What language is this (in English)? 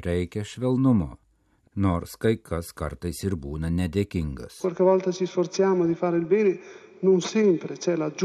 Lithuanian